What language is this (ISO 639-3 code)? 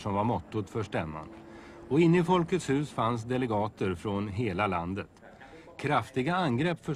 swe